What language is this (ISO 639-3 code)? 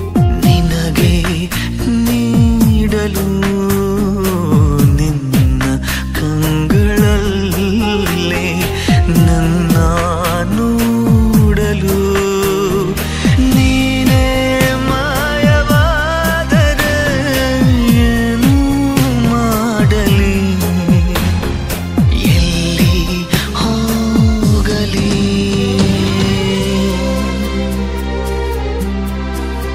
kan